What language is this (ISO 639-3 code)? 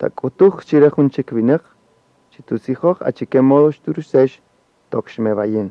cak